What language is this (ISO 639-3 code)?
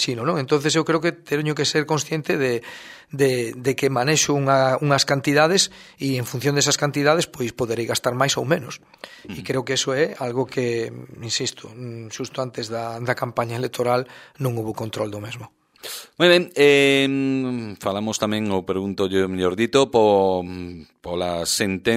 glg